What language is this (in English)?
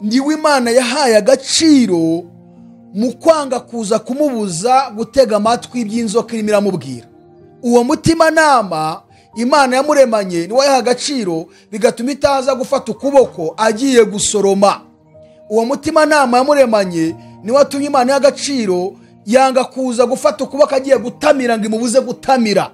Kinyarwanda